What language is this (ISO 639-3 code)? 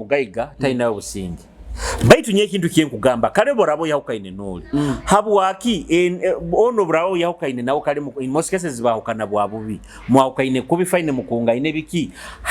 nyo